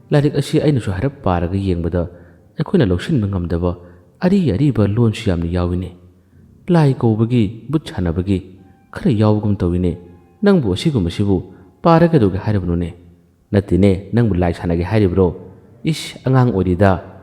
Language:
Manipuri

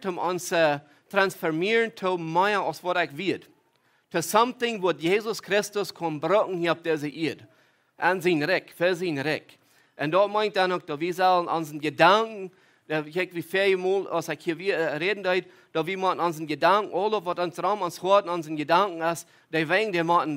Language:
Plautdietsch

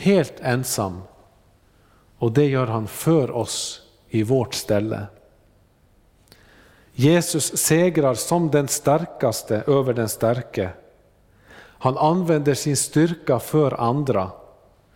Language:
Swedish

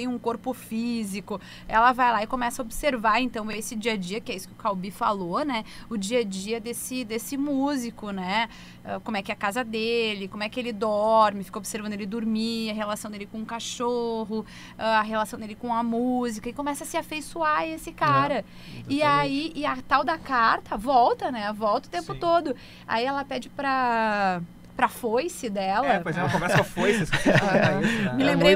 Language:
Portuguese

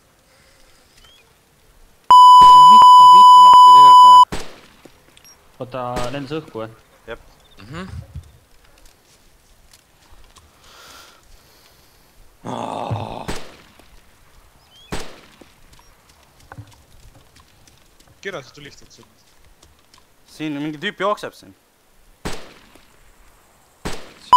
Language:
Estonian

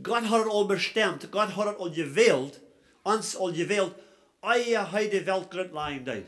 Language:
Plautdietsch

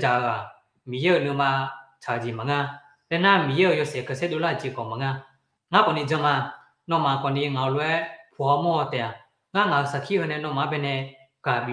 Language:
Akha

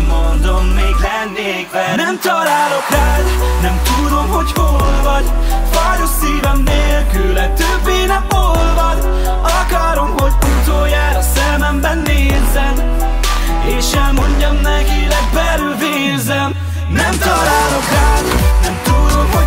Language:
Hungarian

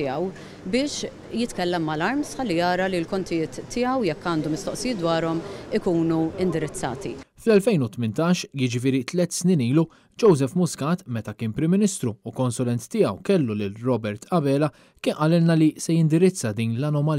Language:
Maltese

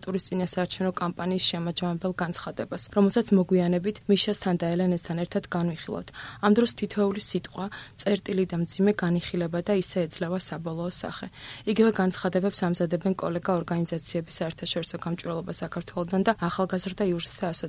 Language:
Georgian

